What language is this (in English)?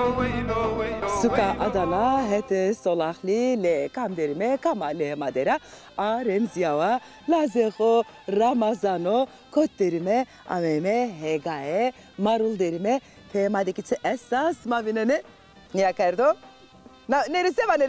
Zaza